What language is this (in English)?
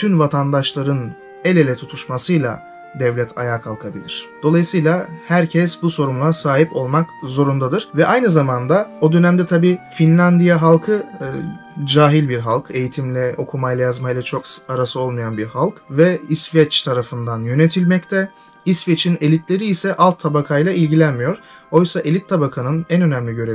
Turkish